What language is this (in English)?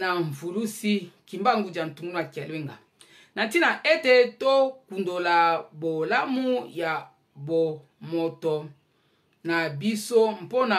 Lingala